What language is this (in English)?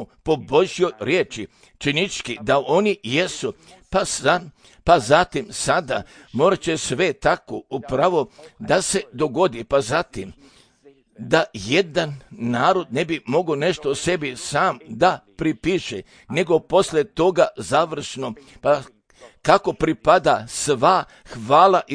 Serbian